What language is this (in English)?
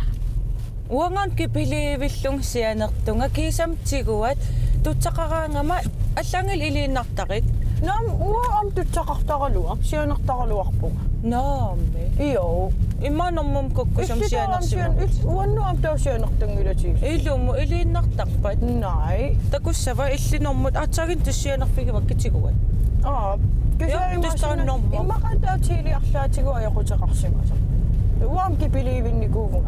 Kalaallisut